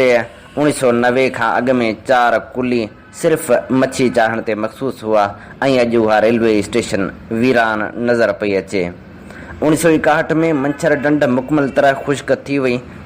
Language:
Sindhi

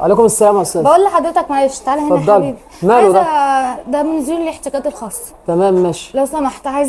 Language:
Egyptian Arabic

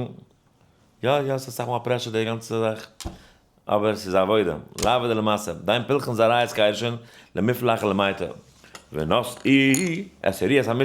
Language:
Yiddish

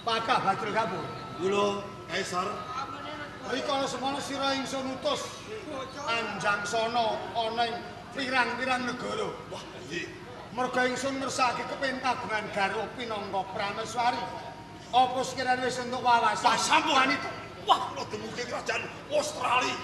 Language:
Javanese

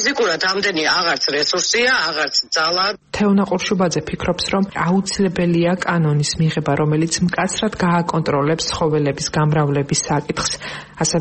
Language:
Georgian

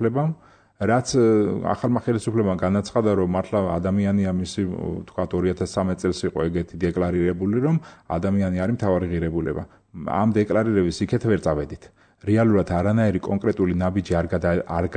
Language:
Georgian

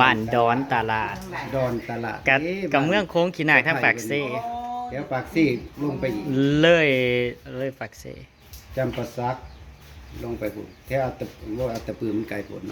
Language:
Northeastern Thai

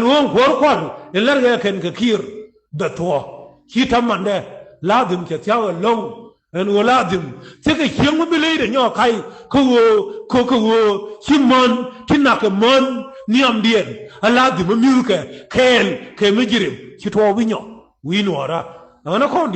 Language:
Nuer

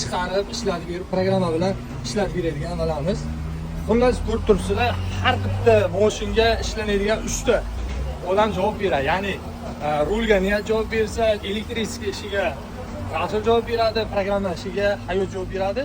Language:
Uzbek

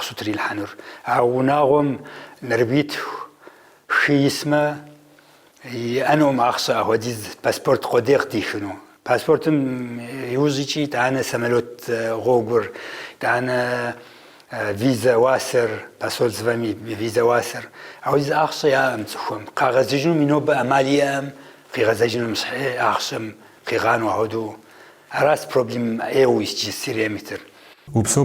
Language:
Kabardian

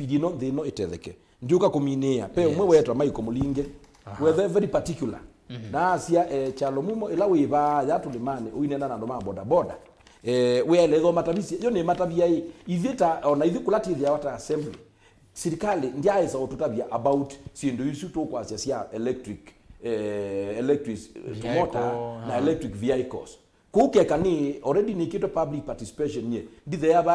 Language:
Kamba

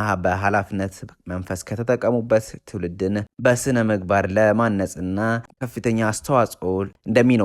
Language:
Amharic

